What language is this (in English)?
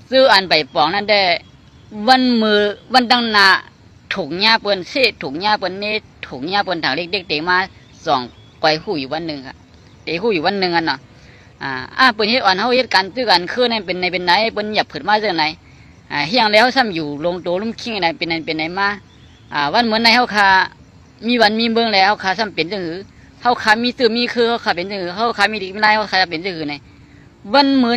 Shan